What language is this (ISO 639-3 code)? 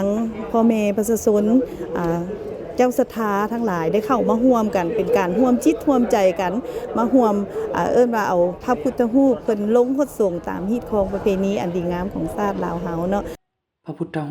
lao